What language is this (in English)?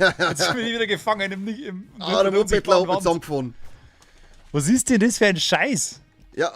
Bavarian